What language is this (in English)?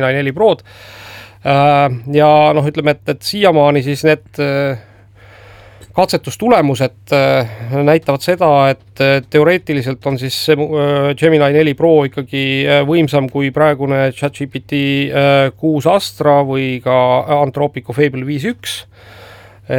Estonian